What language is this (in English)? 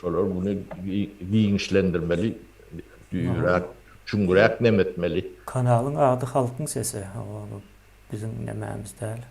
Turkmen